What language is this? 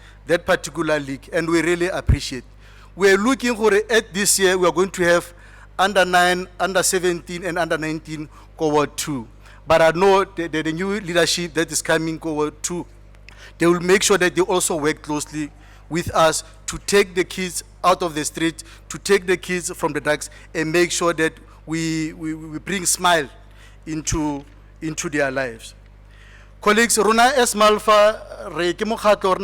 Tswana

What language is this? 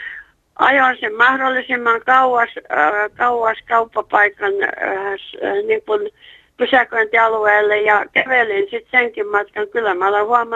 Finnish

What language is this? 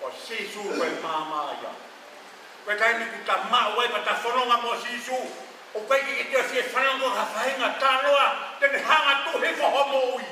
Tongan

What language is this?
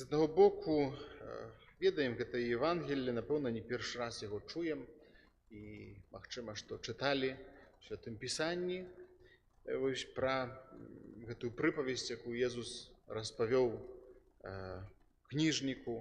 Belarusian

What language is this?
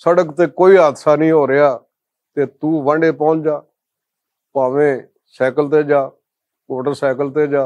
Western Panjabi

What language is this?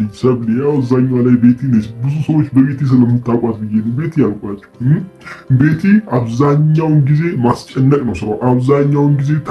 Amharic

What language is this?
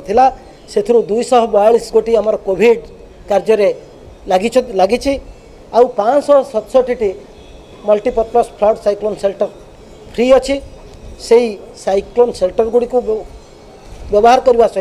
Odia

